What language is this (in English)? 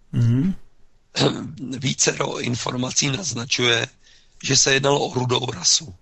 Czech